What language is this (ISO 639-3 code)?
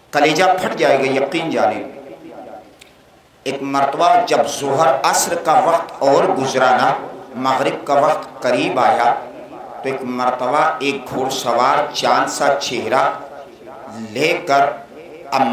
urd